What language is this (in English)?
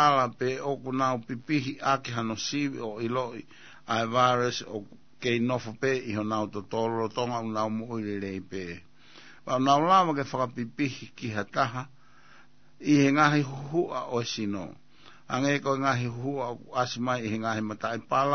Tongan